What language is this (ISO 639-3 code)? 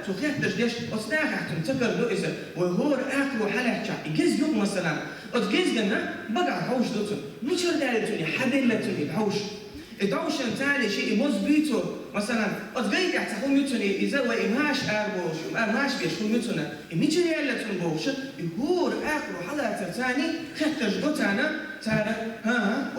che